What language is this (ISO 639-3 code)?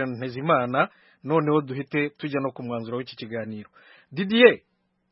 kin